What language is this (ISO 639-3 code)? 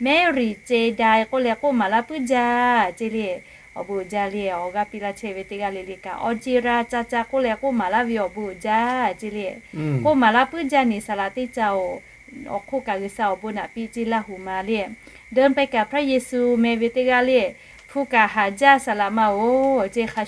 lhu